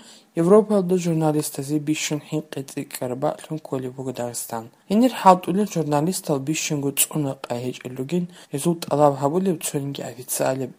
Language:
Avaric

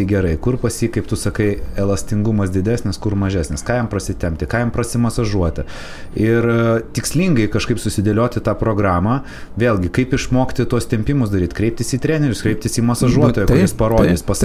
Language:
Lithuanian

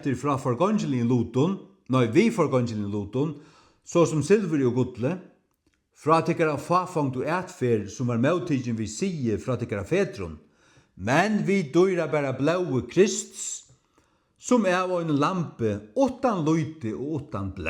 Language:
Faroese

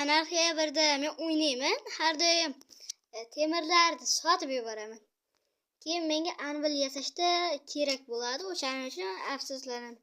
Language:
Uzbek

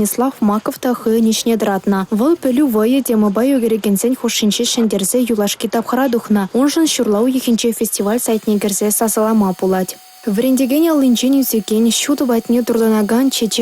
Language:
Chuvash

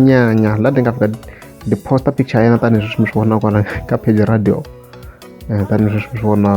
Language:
Tsonga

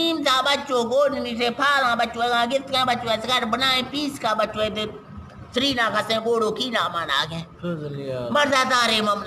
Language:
Eastern Balochi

